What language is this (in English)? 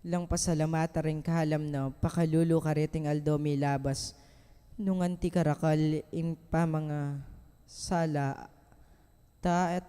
Pampanga